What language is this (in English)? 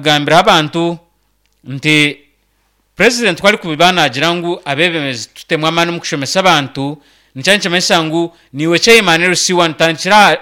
Nyankole